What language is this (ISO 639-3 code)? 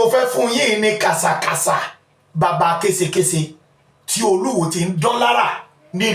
yor